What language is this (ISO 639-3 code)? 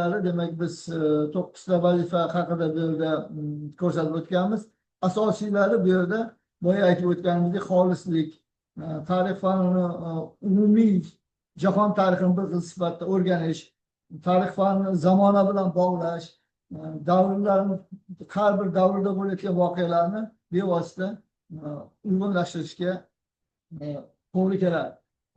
uzb